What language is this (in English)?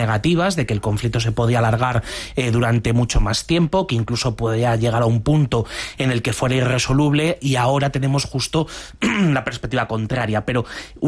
Spanish